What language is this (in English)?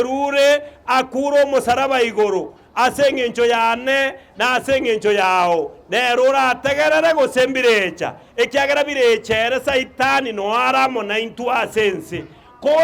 Gusii